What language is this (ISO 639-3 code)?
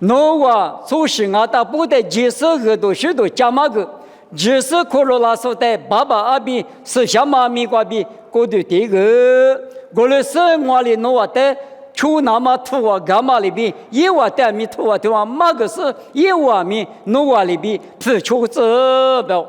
lis